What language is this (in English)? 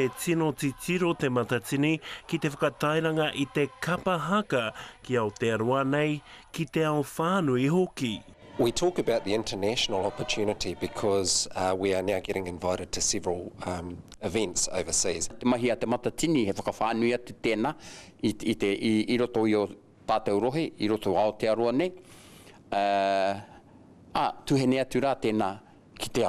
Māori